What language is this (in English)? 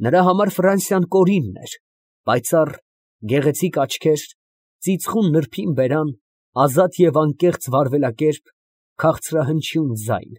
Armenian